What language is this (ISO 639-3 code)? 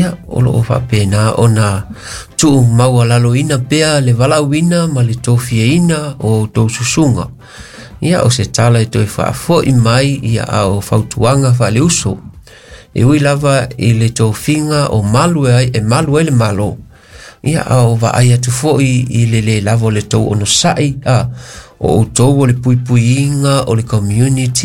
smo